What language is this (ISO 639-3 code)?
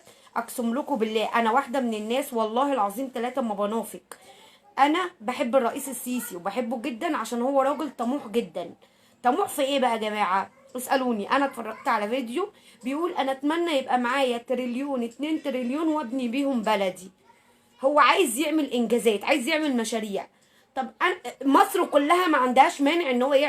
arz